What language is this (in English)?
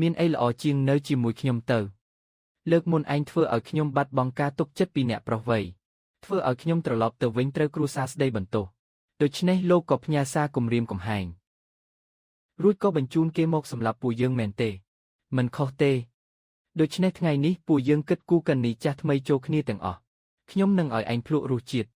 Khmer